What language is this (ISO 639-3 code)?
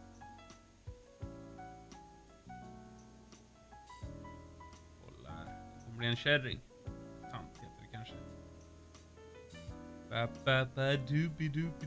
swe